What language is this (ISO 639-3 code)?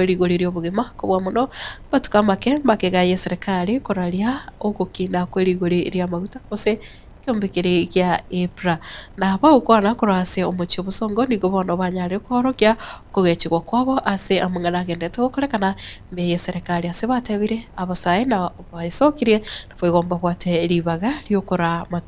guz